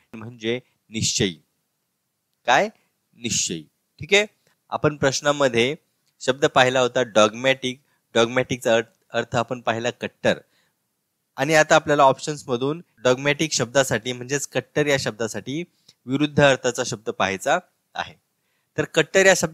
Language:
Marathi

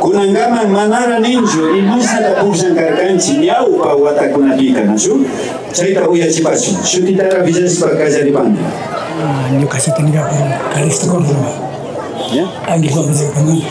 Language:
Imbabura Highland Quichua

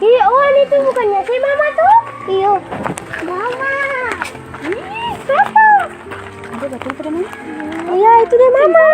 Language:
Ambonese Malay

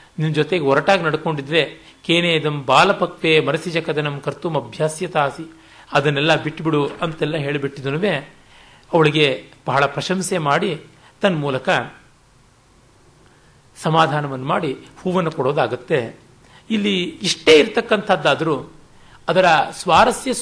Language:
Kannada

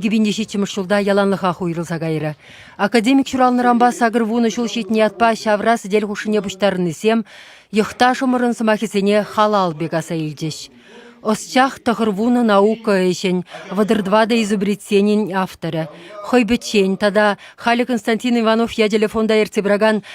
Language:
Chuvash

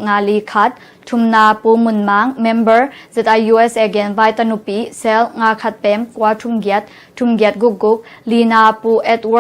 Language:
Tedim Chin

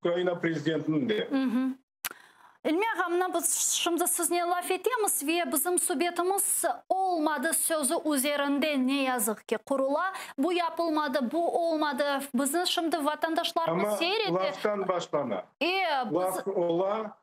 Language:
Crimean Tatar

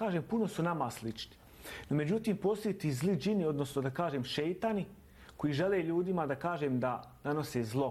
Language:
Bosnian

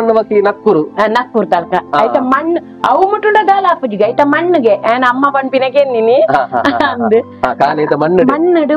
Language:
Tulu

